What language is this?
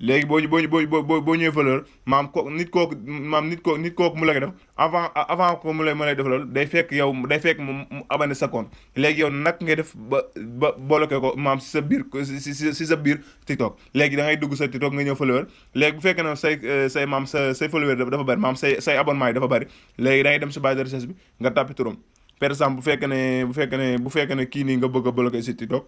Wolof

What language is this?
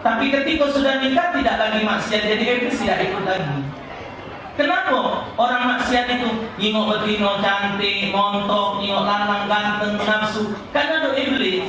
Musi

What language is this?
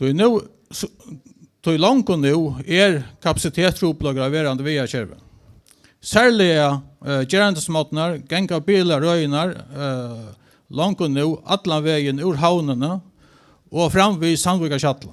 Faroese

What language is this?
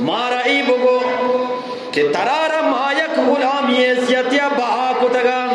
Eastern Balochi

